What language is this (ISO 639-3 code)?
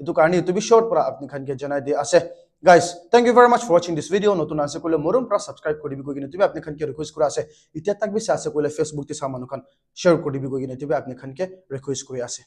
nag